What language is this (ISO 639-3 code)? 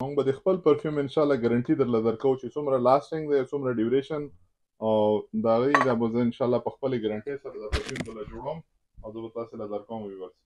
pus